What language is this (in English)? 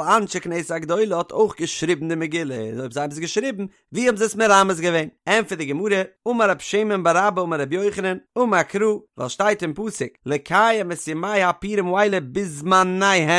Yiddish